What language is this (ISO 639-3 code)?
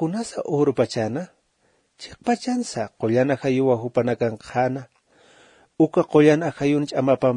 aym